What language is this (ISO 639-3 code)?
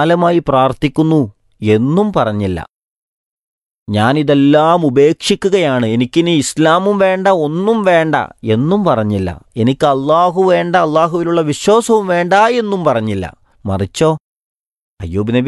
mal